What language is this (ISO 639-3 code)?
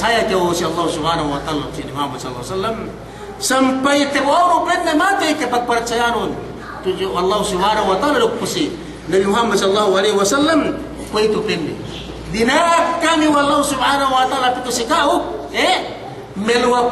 yka